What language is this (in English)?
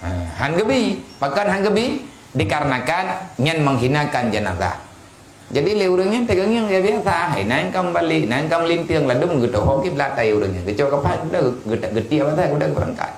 Achinese